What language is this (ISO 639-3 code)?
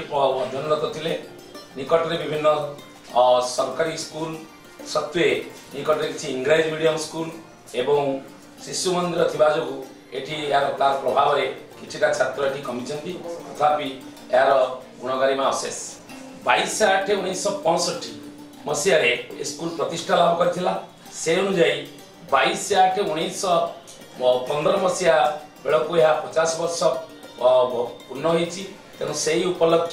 ori